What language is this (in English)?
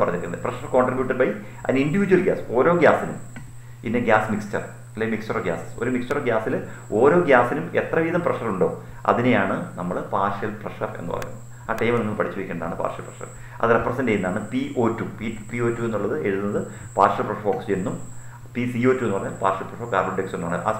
Malayalam